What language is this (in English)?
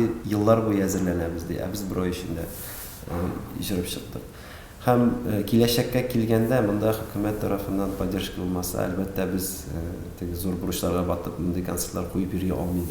Tatar